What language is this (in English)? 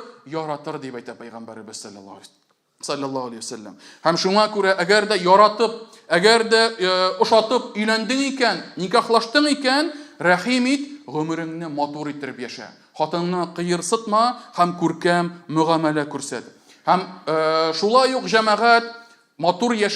Tatar